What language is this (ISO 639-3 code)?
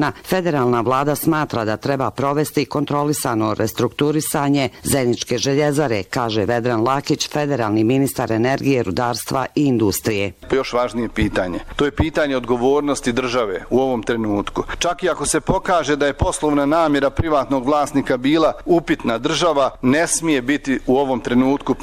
bos